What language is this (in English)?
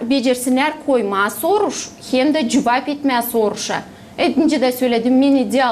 Gagauz